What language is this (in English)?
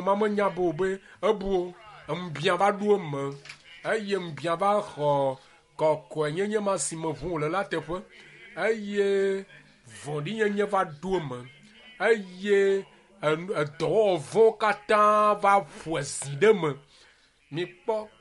Ewe